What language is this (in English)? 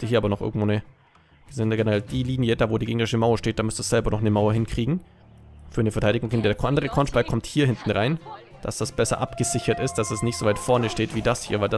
German